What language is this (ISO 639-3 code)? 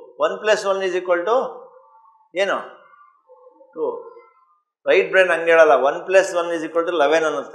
kan